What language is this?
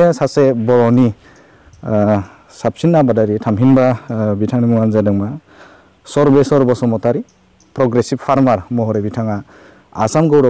Bodo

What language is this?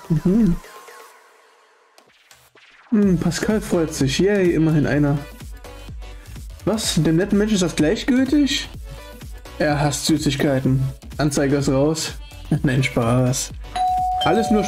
German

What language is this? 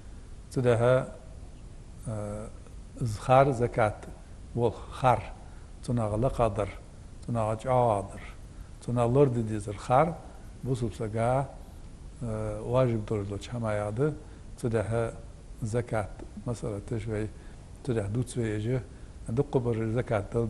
Ingush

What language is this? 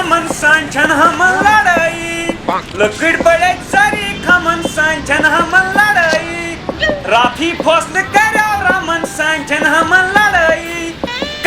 Kashmiri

